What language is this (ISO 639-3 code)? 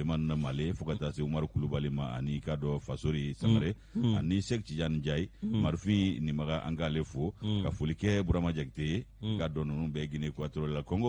bam